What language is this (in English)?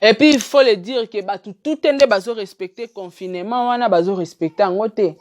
Lingala